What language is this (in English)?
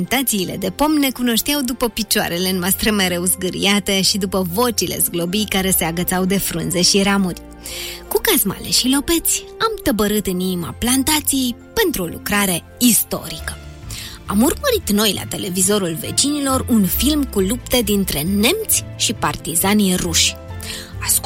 Romanian